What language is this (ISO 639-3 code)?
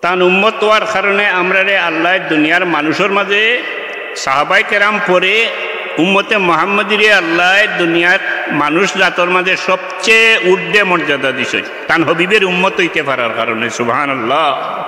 syl